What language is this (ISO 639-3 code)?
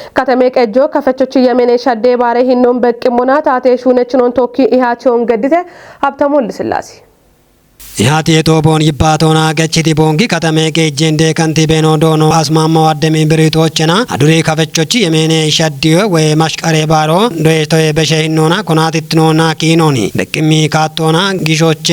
kbr